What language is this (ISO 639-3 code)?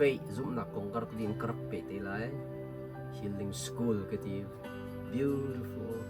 cnh